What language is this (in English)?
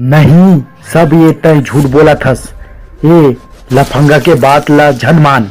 Chhattisgarhi